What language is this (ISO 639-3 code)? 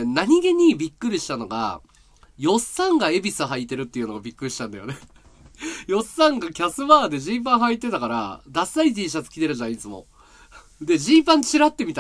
jpn